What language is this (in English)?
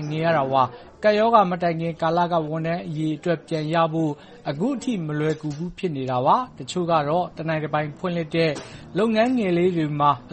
Burmese